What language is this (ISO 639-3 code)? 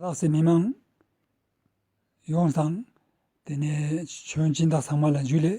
lbj